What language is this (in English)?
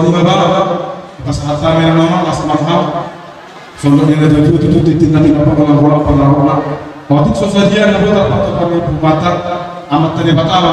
Batak Toba